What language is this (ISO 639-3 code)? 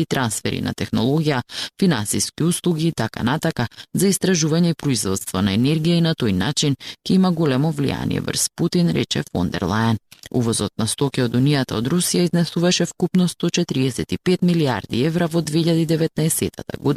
mkd